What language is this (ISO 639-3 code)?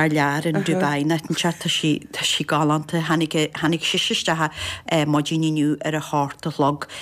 gle